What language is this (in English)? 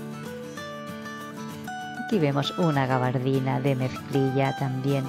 Spanish